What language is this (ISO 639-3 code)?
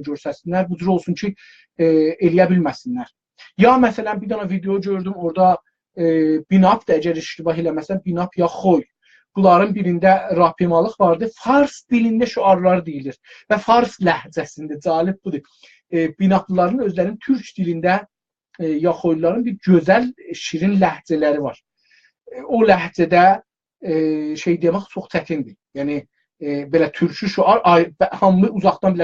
azb